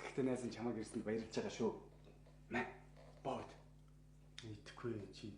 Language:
Mongolian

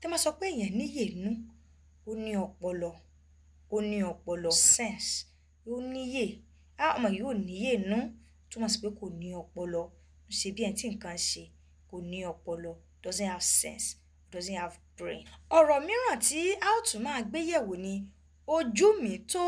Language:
Yoruba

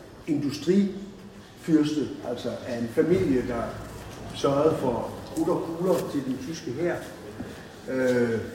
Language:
Danish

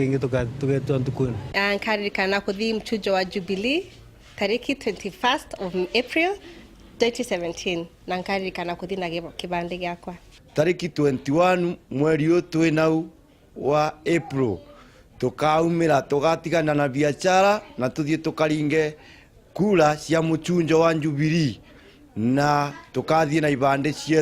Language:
Meru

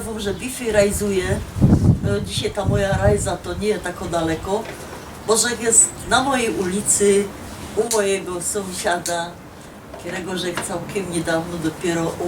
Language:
Silesian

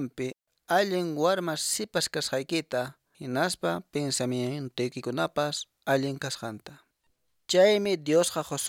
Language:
Quechua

